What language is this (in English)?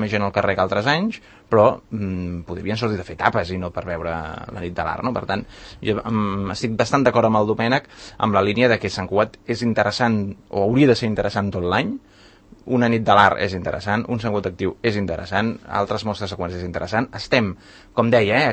Catalan